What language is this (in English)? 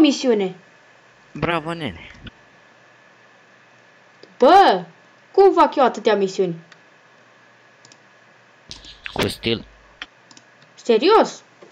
Romanian